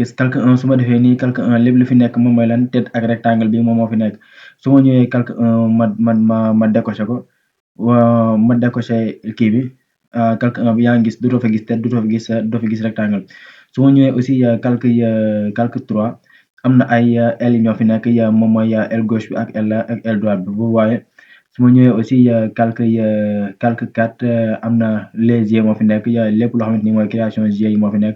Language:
Wolof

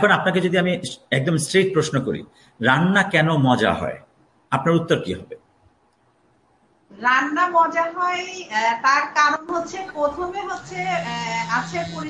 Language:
Bangla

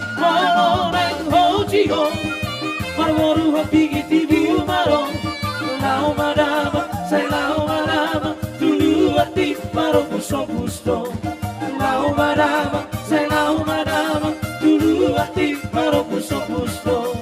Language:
Batak Toba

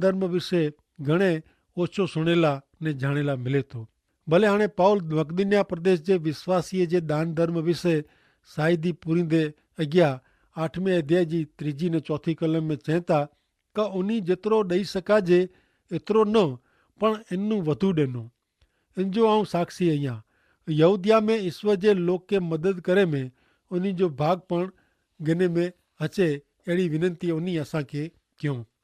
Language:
Kachhi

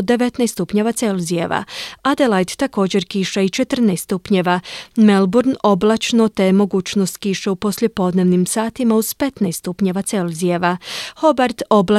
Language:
Croatian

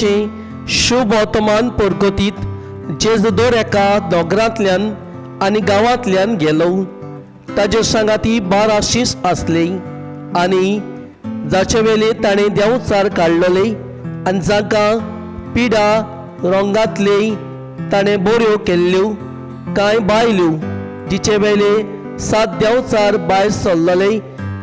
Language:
Konkani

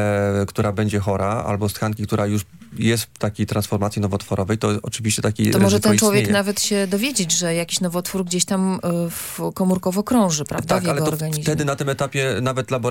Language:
Polish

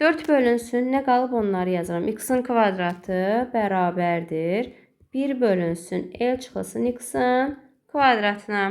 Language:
Azerbaijani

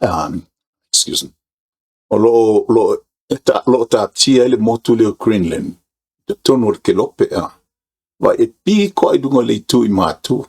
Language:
Samoan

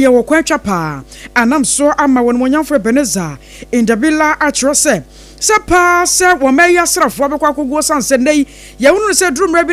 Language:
Akan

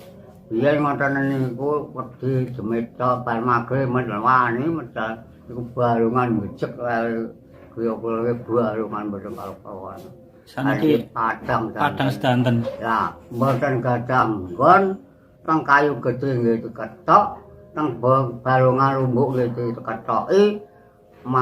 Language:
Javanese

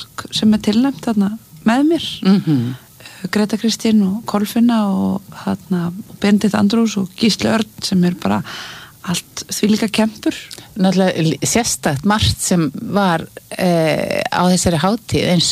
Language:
Icelandic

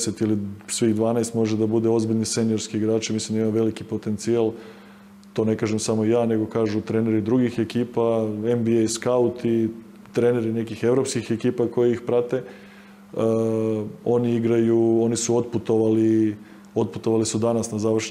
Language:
Serbian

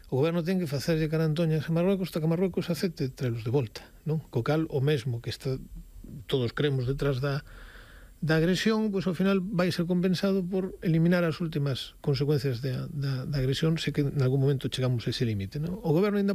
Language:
Galician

